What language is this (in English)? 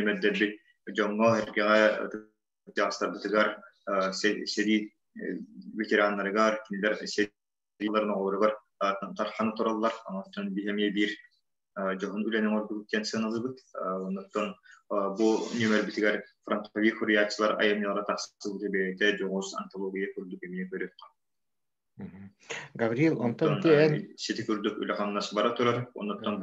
Yakut